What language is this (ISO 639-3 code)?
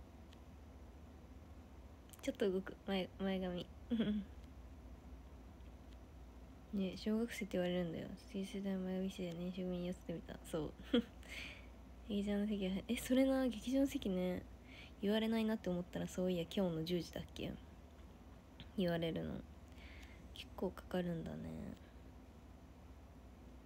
jpn